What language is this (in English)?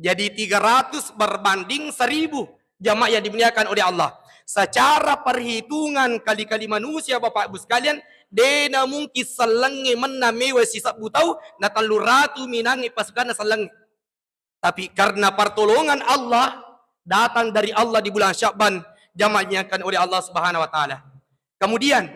Buginese